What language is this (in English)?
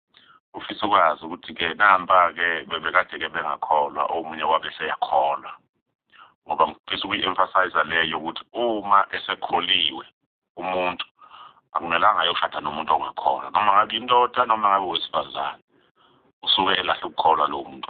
Zulu